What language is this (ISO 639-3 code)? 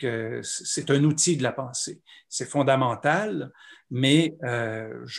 fra